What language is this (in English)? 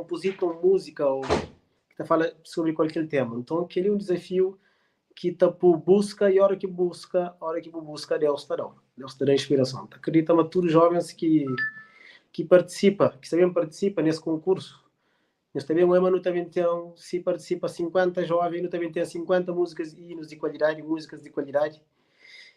Kabuverdianu